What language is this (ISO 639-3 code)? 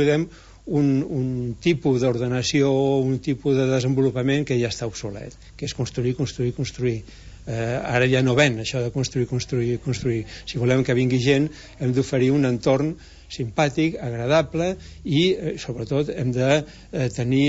cat